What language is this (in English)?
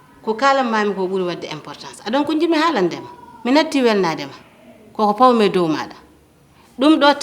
Fula